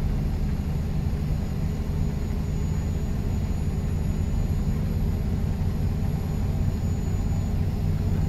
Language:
Turkish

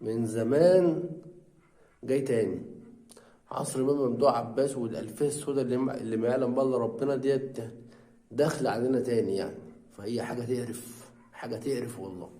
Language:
Egyptian Arabic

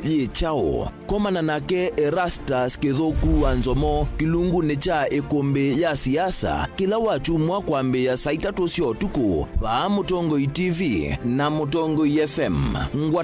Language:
Kamba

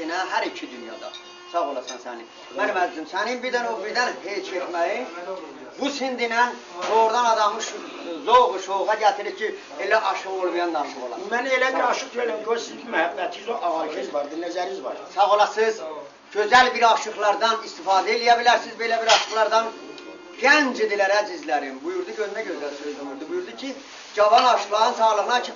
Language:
South Azerbaijani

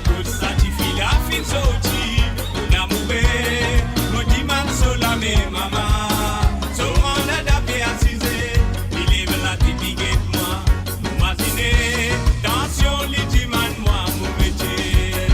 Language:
Morisyen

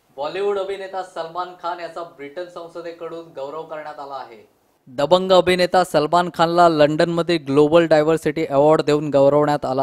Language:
Marathi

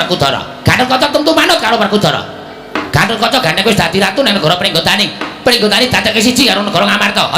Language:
Javanese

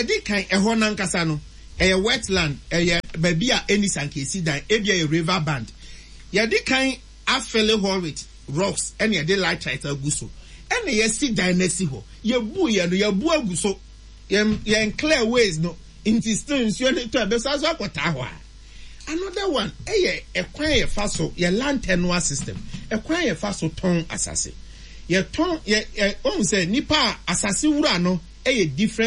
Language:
Akan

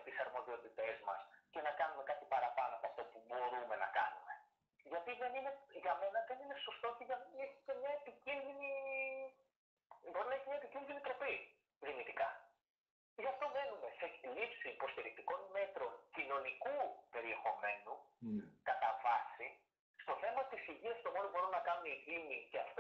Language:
Greek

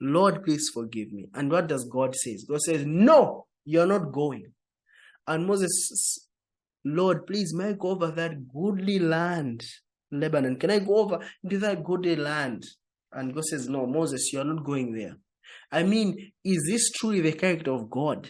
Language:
English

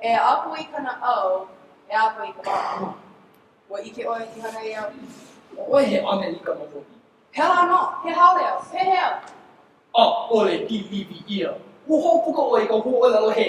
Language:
Hawaiian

